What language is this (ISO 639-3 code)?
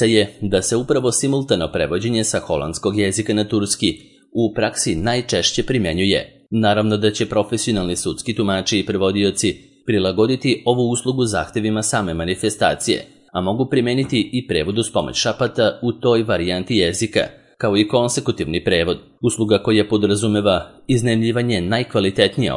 srp